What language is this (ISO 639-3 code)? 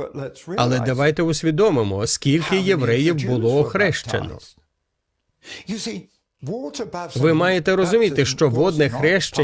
ukr